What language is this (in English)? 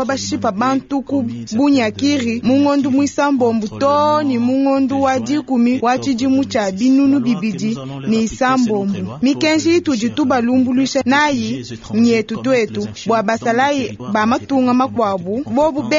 Luba-Lulua